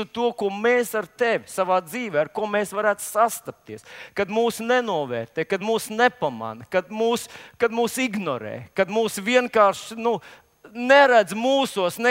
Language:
Latvian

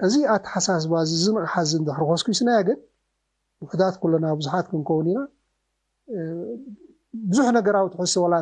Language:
Tigrinya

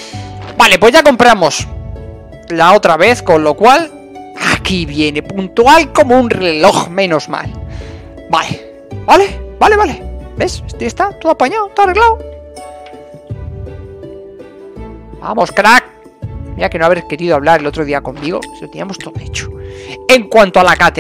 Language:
Spanish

